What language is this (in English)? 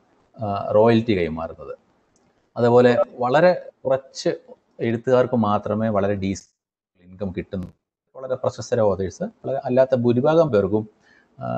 Malayalam